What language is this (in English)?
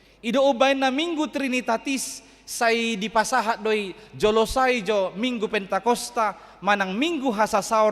Batak Toba